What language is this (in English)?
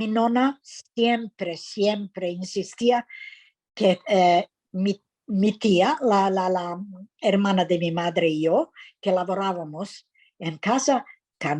Ladino